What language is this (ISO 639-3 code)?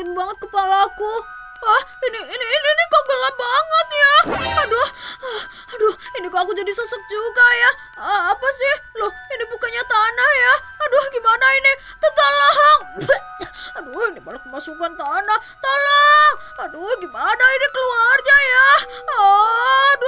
ind